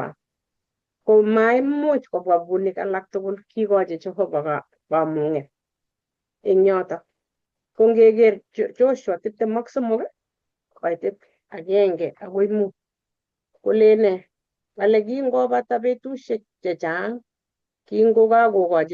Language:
Kalenjin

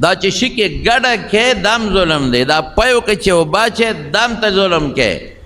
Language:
Pashto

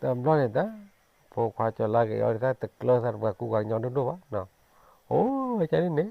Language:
S'gaw Karen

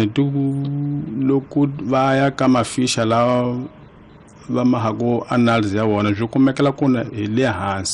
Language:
Tsonga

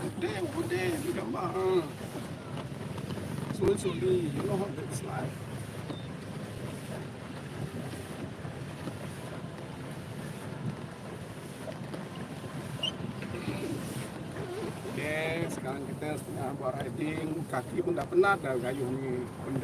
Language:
Malay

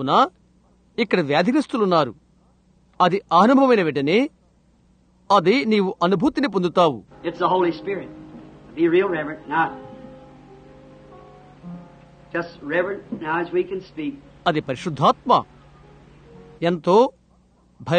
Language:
Telugu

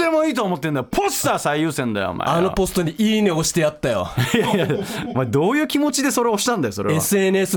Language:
Japanese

